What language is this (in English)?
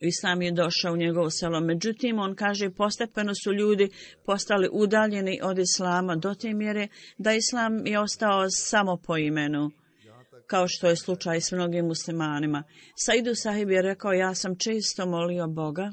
Bosnian